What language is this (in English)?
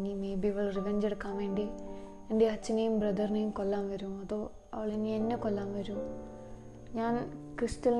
Malayalam